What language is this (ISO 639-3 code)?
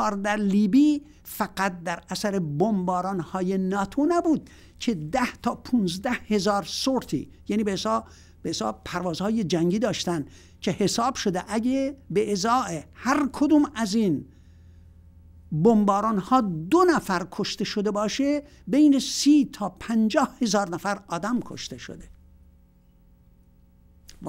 fas